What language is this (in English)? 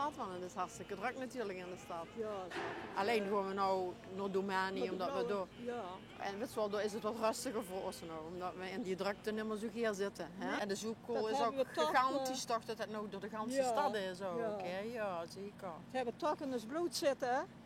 Limburgish